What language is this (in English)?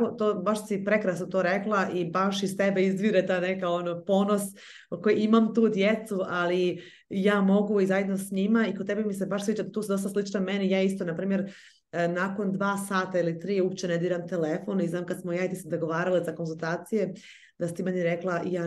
Croatian